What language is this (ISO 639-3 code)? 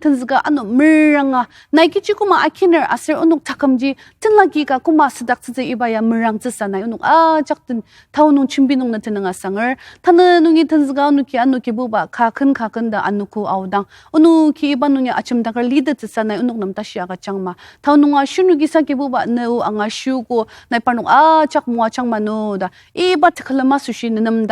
njo